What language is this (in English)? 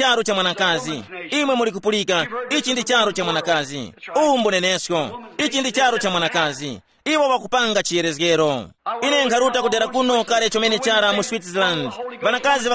Tumbuka